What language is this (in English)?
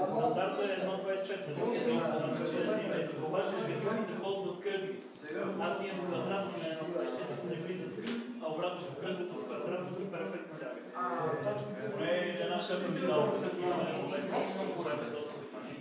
Bulgarian